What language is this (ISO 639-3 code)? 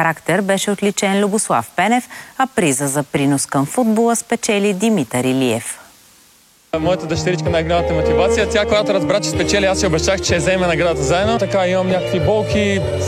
bul